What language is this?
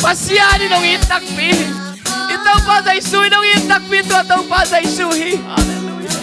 Tedim Chin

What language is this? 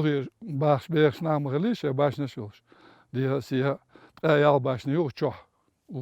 Chechen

